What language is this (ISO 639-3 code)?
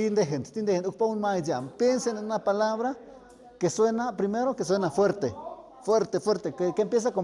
mxp